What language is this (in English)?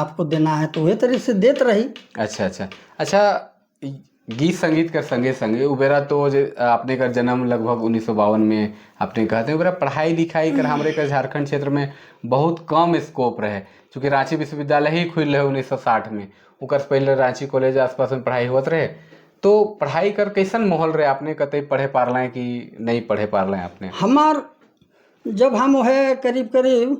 Sadri